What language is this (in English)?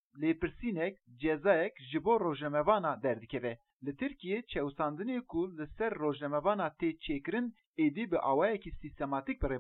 Kurdish